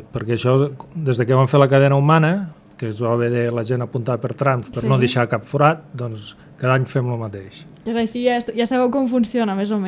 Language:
Catalan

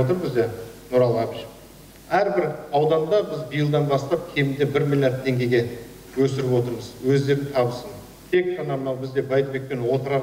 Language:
Kazakh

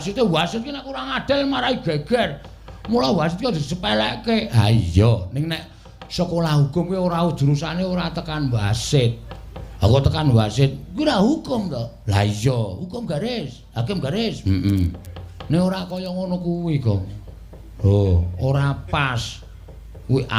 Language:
Javanese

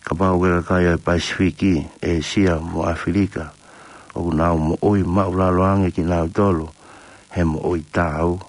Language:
Tongan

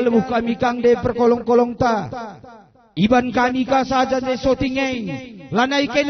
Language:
Batak Karo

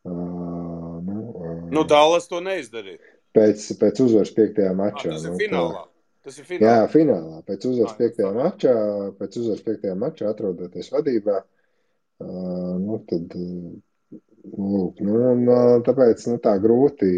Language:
Latvian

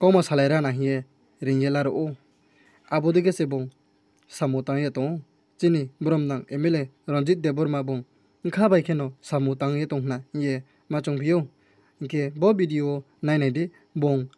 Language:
Riang (India)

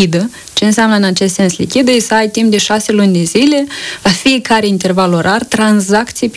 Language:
Romanian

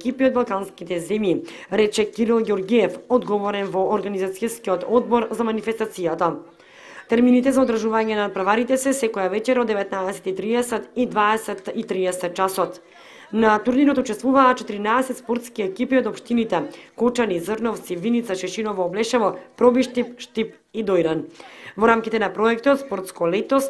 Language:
Macedonian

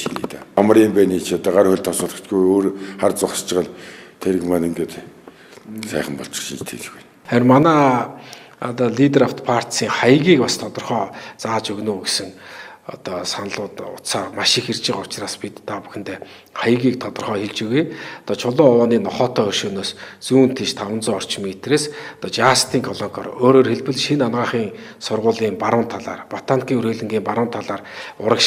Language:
Mongolian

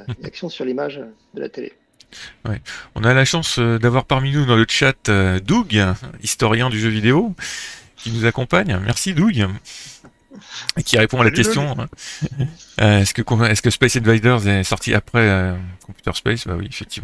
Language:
French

